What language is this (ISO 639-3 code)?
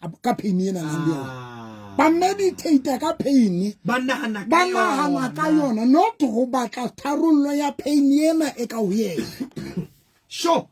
sot